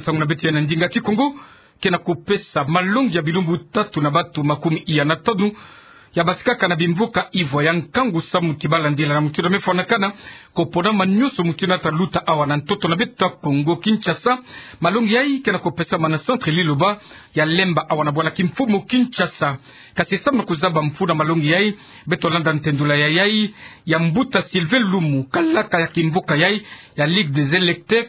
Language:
Kituba (Democratic Republic of Congo)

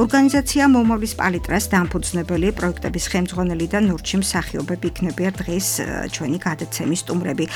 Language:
Georgian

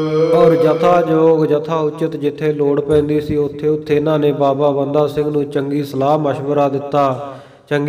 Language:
Punjabi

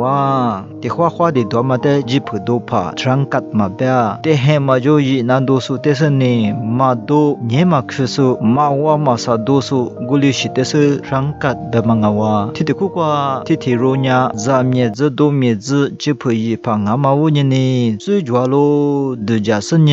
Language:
Lisu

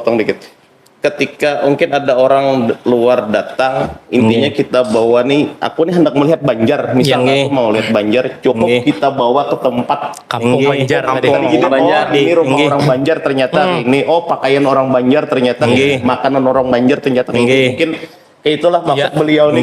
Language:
Banjar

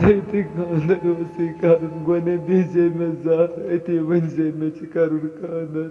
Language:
Kashmiri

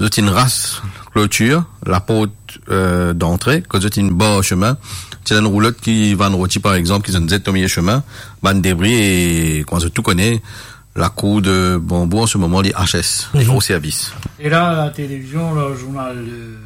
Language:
Morisyen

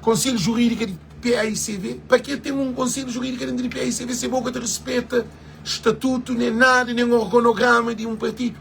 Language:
Kabuverdianu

